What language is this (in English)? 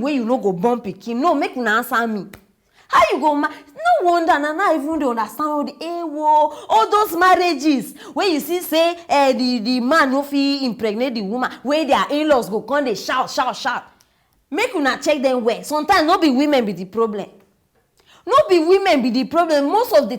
Nigerian Pidgin